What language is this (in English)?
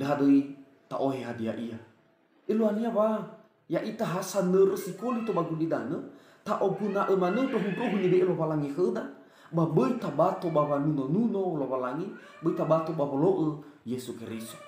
Nias